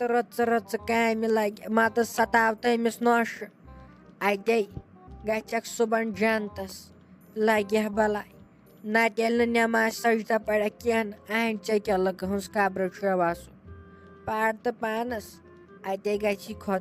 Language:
Kashmiri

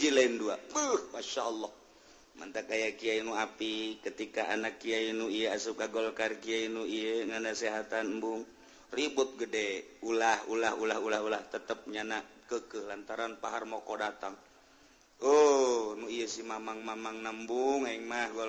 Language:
Sundanese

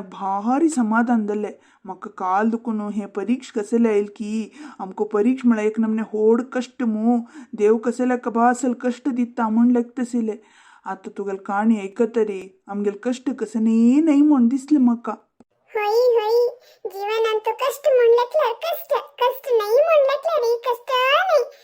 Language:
Konkani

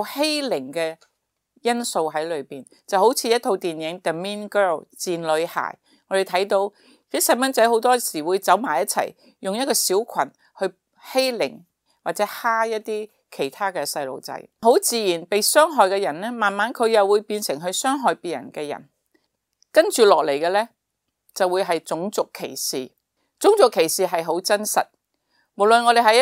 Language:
Cantonese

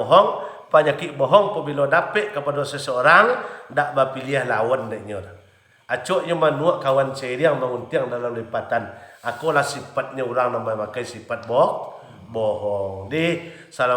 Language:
Minangkabau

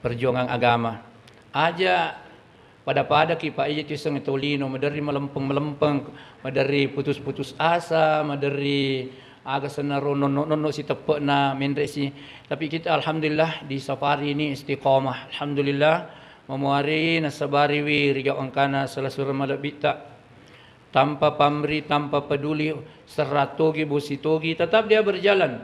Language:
Buginese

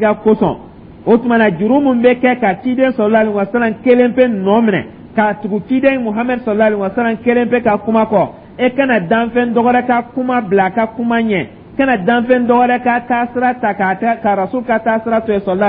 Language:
Dyula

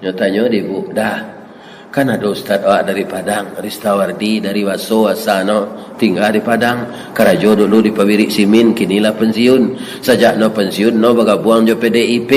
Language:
Minangkabau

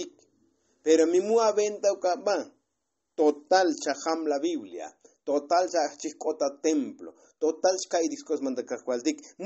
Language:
Tzotzil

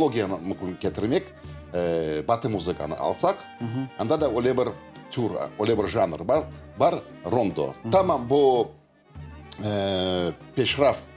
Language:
Crimean Tatar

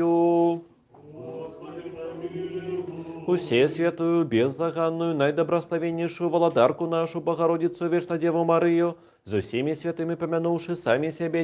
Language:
Belarusian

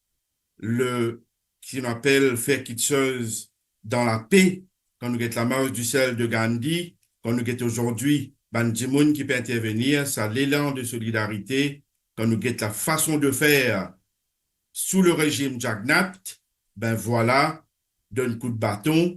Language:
Morisyen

